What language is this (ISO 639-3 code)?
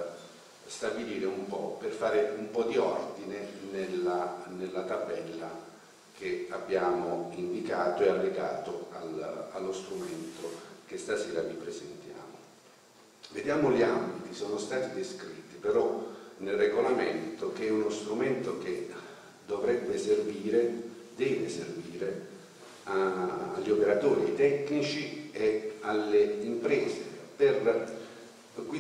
ita